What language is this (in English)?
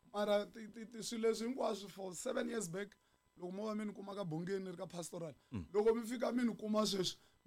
Tsonga